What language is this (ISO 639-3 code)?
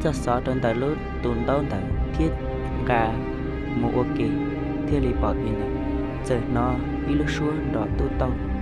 hmn